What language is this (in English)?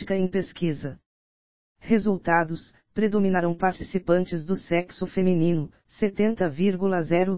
Portuguese